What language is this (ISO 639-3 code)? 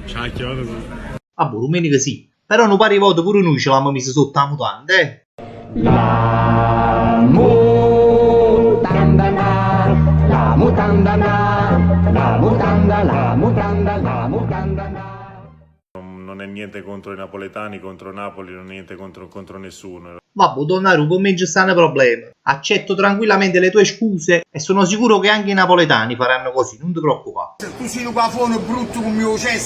nap